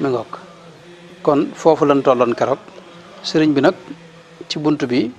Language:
Wolof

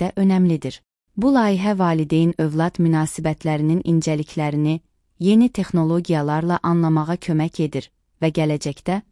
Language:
Azerbaijani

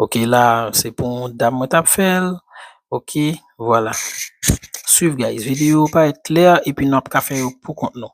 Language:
Haitian Creole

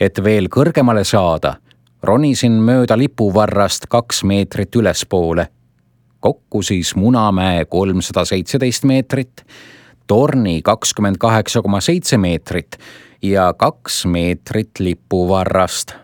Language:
Estonian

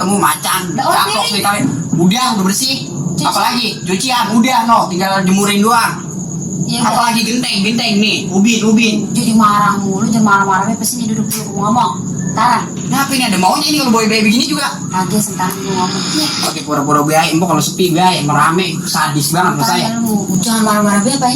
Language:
Betawi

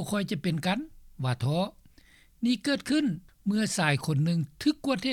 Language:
Lao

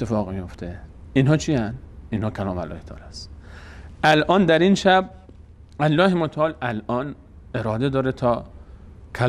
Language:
Persian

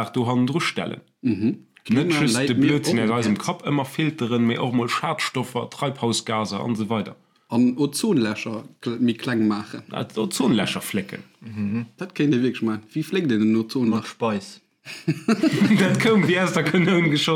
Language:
Luxembourgish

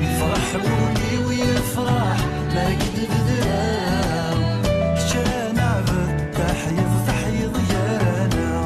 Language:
Kabyle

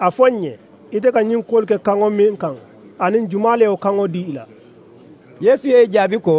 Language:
Mandingo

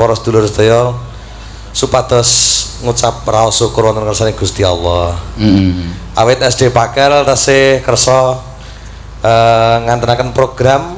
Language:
Javanese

